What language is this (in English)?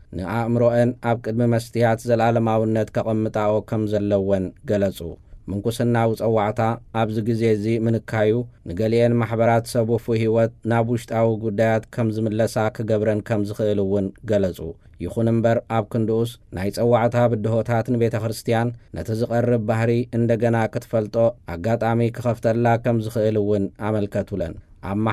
Tigrinya